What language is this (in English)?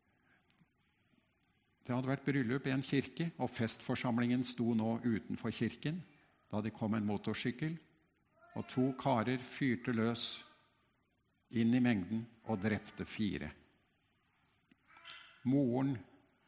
Norwegian